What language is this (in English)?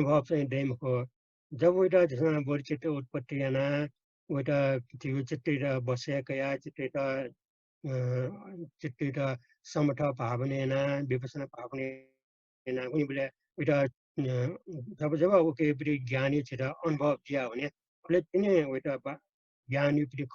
Newari